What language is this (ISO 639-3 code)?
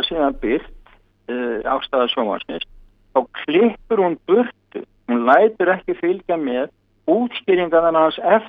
isl